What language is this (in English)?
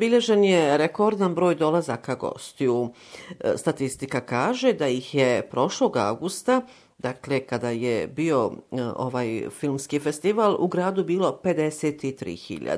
Bosnian